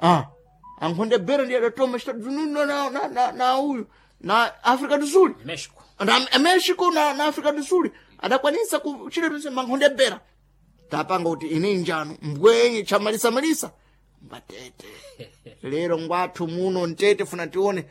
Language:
Sena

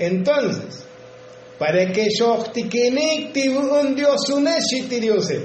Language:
Tzotzil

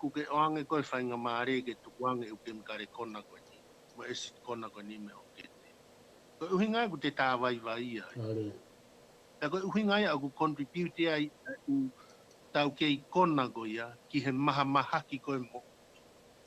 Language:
Tongan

